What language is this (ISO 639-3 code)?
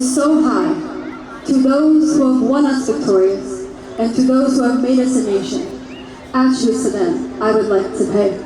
tir